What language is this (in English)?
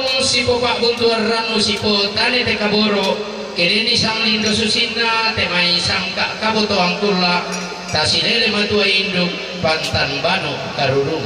Toraja-Sa'dan